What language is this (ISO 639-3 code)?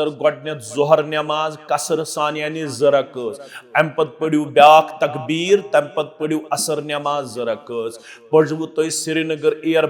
kas